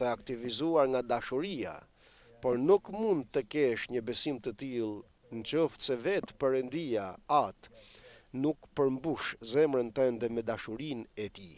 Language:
Albanian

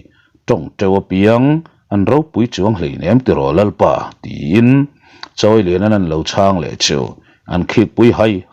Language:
Mizo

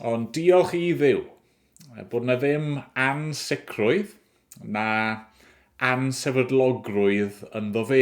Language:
Welsh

